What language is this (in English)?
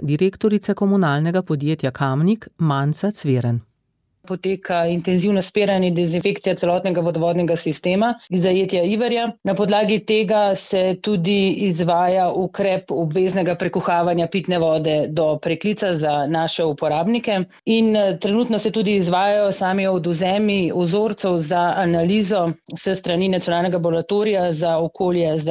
Slovenian